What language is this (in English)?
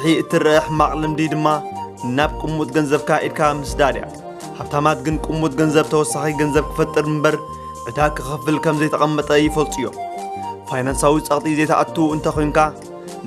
Tigrinya